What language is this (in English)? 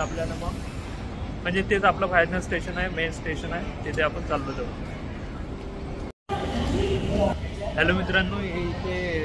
Marathi